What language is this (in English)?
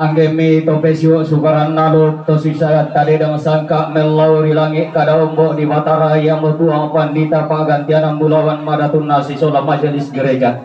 Toraja-Sa'dan